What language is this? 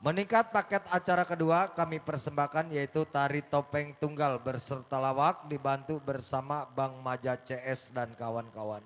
Betawi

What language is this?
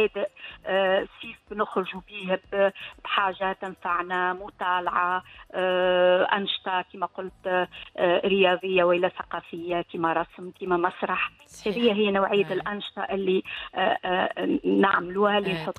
Tunisian Arabic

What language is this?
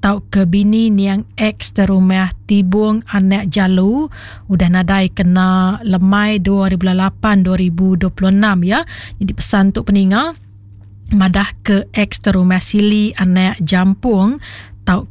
Iban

